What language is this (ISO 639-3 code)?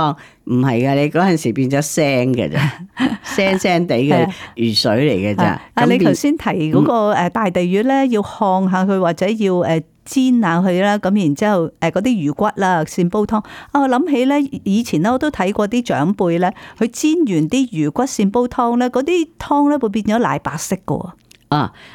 yue